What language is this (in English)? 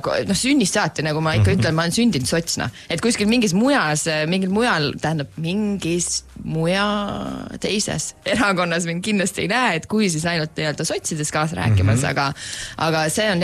Estonian